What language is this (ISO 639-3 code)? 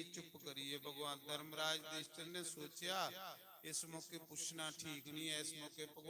doi